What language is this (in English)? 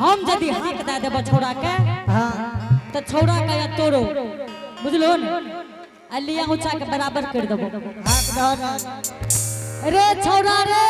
Angika